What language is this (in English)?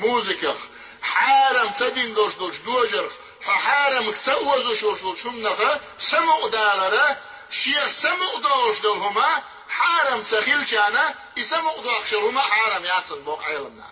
Chechen